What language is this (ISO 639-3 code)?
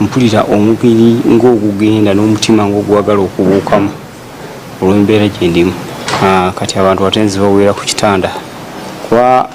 lug